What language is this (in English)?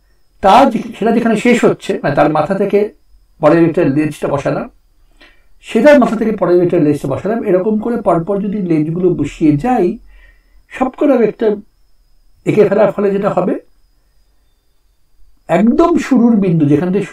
Bangla